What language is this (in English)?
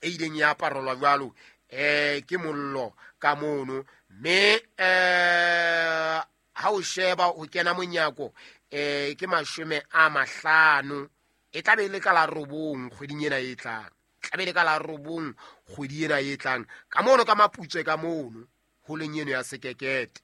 Southern Sotho